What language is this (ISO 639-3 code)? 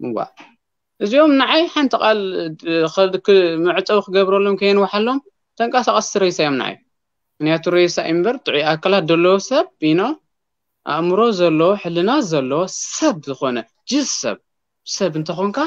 tir